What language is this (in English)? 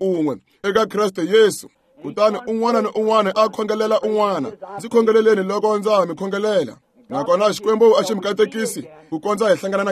Tsonga